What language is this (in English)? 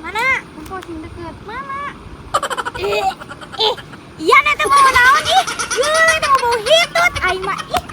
Sundanese